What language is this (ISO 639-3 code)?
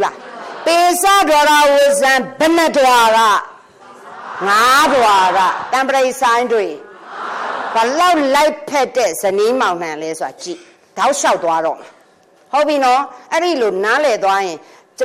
mya